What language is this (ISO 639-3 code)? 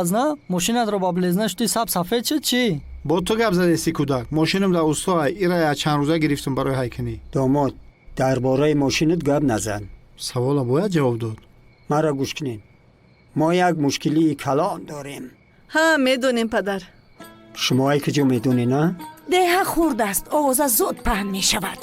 tgk